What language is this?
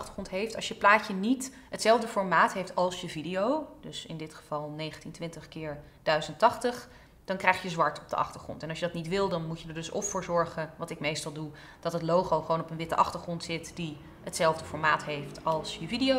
Dutch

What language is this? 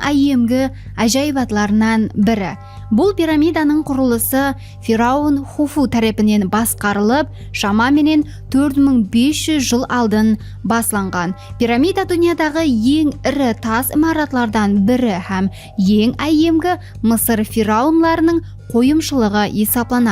Kara-Kalpak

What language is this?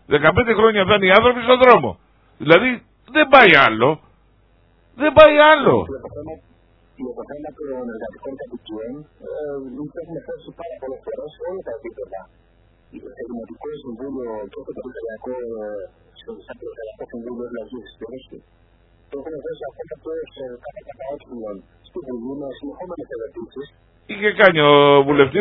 Greek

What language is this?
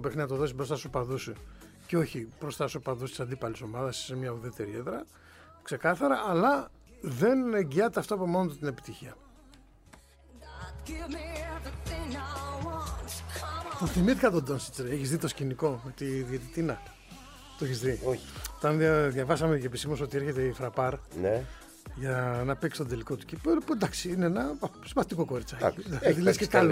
Greek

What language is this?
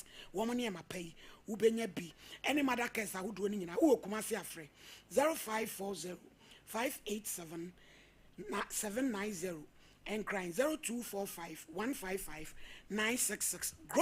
Akan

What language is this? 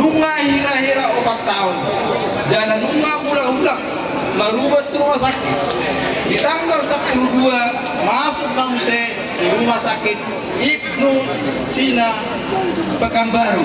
Batak Toba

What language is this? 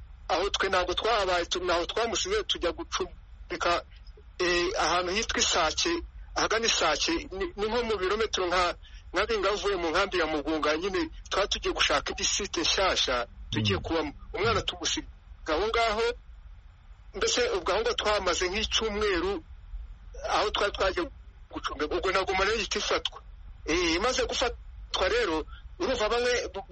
Kinyarwanda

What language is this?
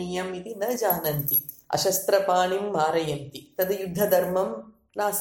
Sanskrit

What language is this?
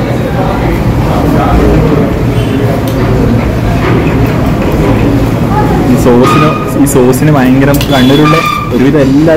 Malayalam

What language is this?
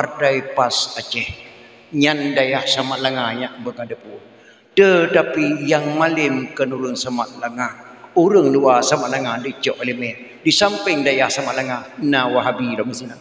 Achinese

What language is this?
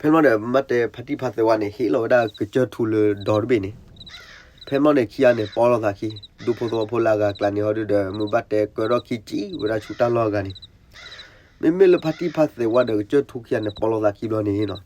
S'gaw Karen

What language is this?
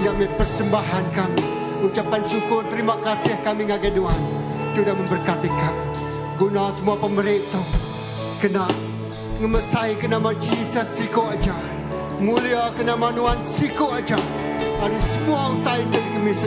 Iban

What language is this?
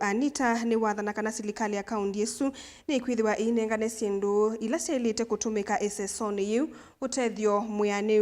Kamba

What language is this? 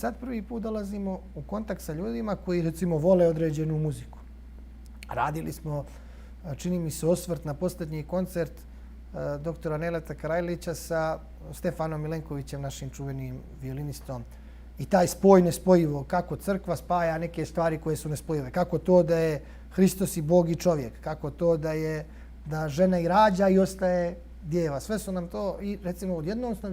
Bosnian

